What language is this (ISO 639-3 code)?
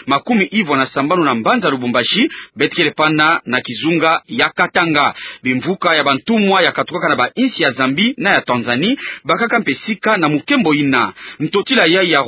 ktu